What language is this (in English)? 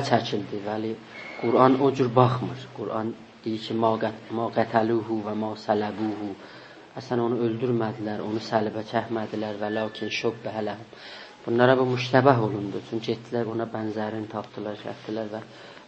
South Azerbaijani